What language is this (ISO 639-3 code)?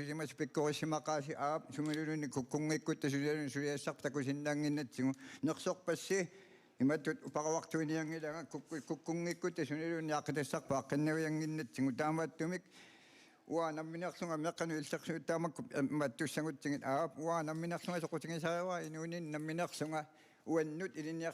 kal